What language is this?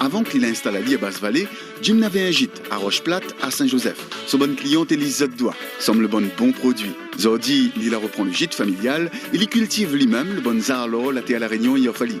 Réunion Creole French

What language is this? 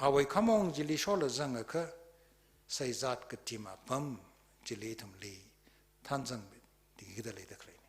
Tangkhul Naga (India)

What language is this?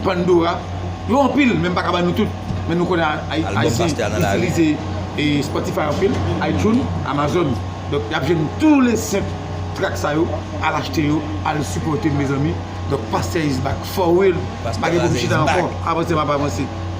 Haitian Creole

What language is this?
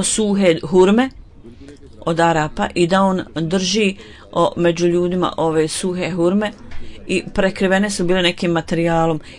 Bosnian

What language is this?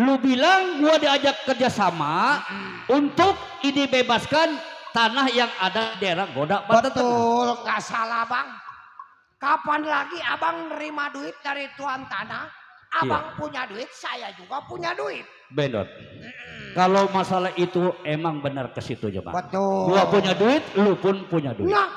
Betawi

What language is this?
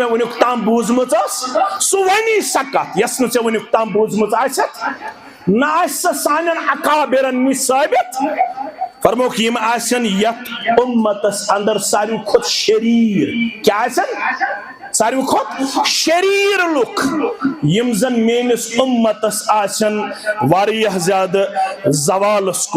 Kashmiri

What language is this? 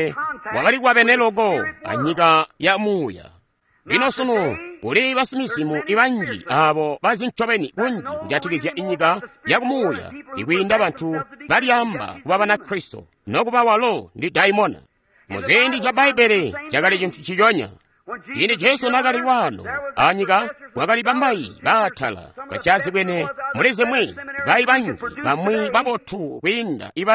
Tonga (Zambia)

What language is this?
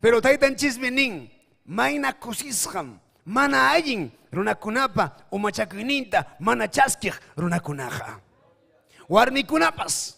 Ayacucho Quechua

